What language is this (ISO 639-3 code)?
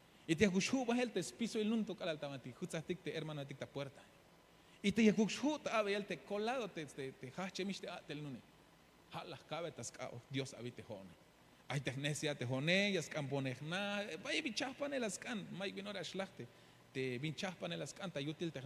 tzh